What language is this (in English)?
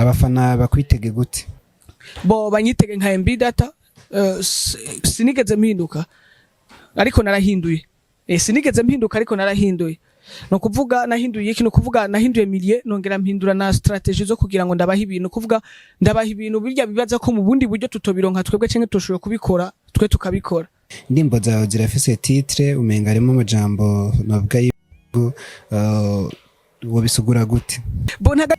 Rundi